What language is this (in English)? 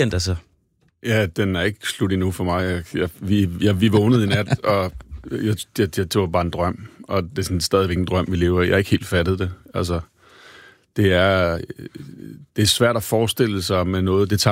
Danish